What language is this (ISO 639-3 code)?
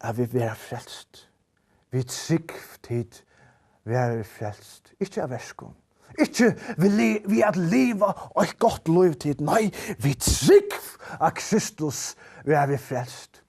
fao